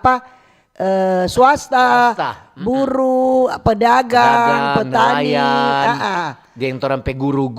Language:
Manado Malay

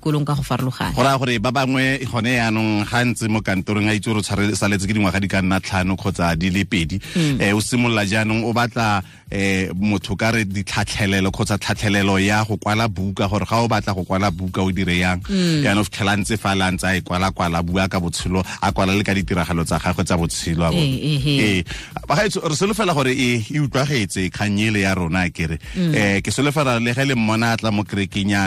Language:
Tswana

